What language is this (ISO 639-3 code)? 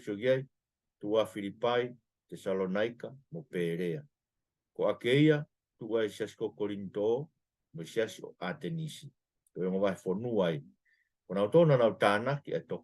ton